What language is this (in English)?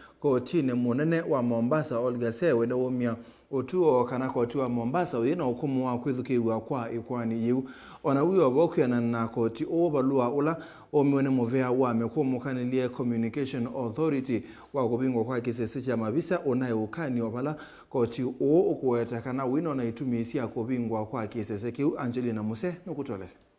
Kamba